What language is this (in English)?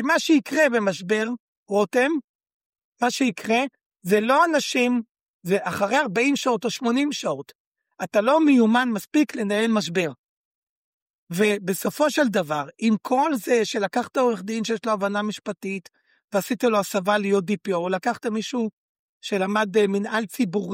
Hebrew